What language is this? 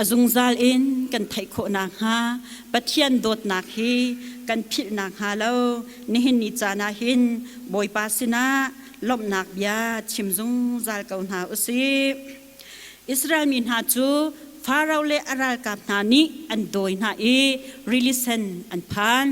Hakha Chin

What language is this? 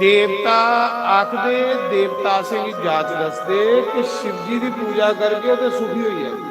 Dogri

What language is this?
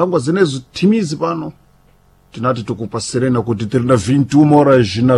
Sena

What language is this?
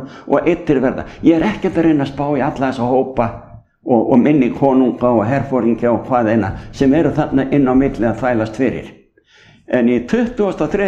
Icelandic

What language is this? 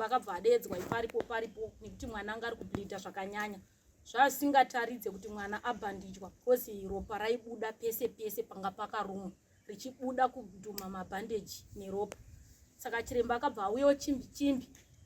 Shona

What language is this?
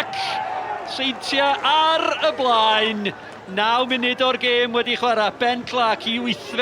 Welsh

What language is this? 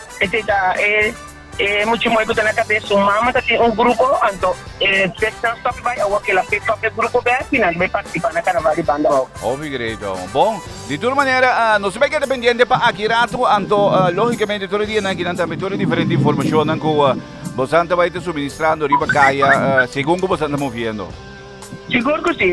Papiamento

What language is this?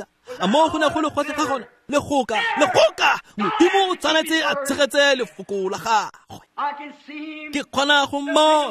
Tswana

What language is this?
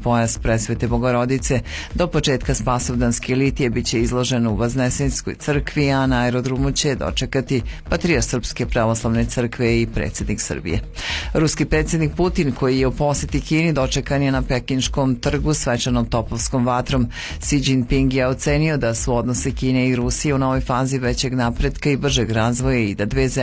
Serbian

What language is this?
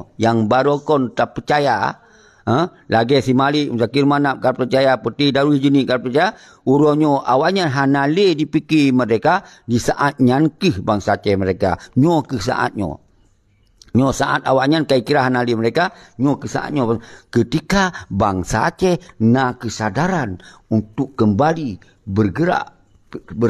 Achinese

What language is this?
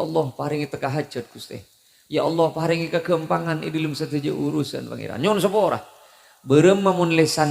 Madurese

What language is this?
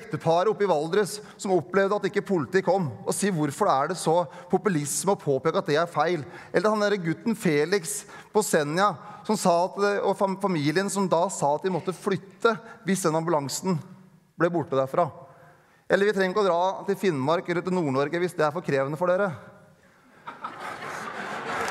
Norwegian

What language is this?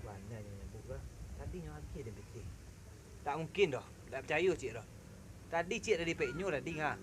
Minangkabau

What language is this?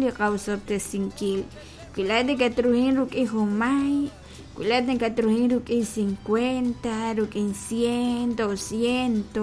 Kekchí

